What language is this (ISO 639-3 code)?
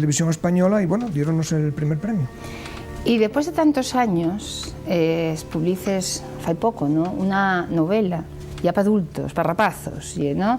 ast